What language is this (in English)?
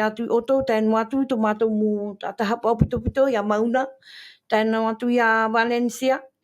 Tahitian